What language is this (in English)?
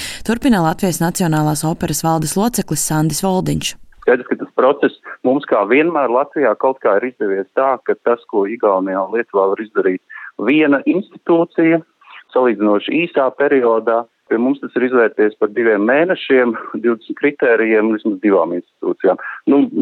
Latvian